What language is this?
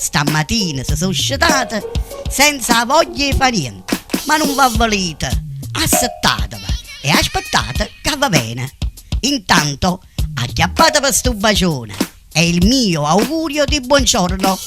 Neapolitan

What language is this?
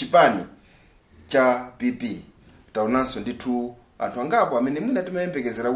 Nyanja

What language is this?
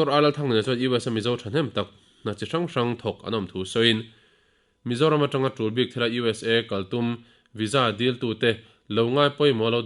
Mizo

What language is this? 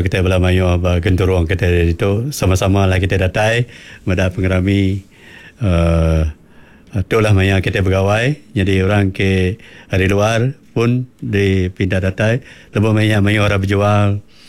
Iban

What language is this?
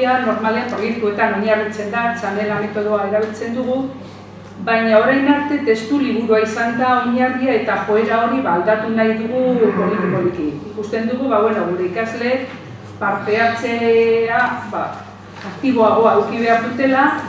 Basque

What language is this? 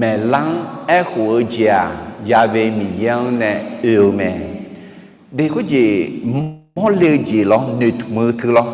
Akha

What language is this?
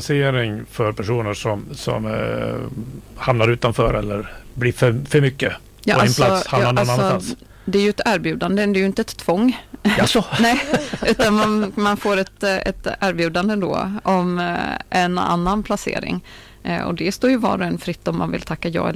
Swedish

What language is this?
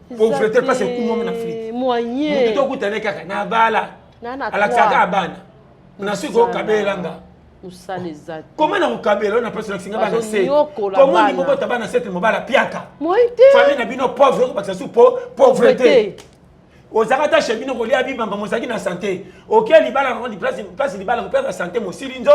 Lingala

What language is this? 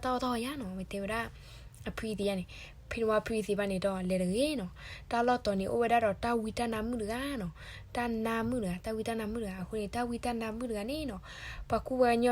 S'gaw Karen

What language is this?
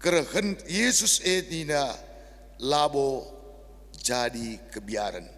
Batak Karo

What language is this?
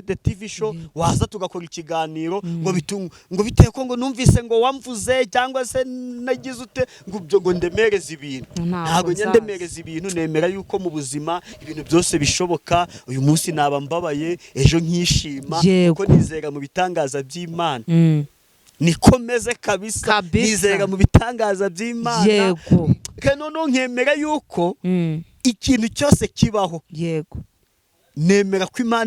Kinyarwanda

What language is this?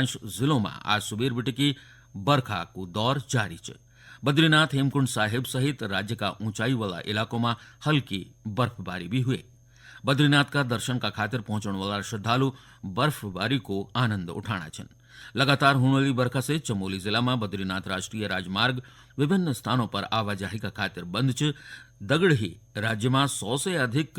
Garhwali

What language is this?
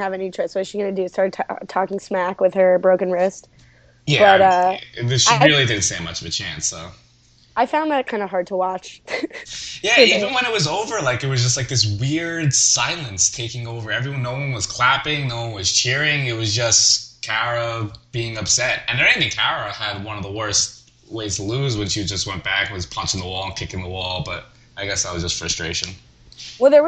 English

